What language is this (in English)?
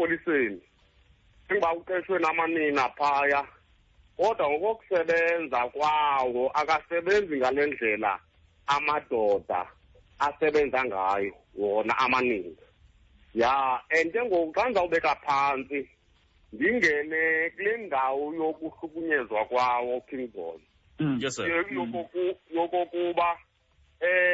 Xhosa